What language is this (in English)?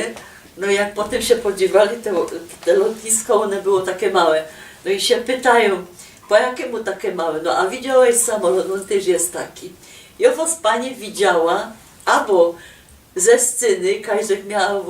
Silesian